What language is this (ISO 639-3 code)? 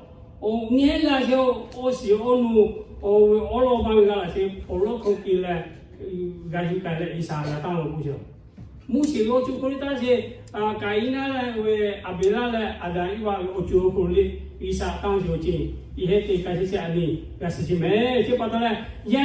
lhu